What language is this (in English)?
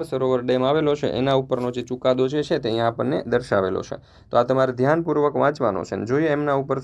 Gujarati